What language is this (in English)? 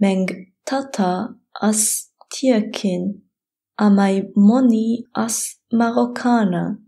Luxembourgish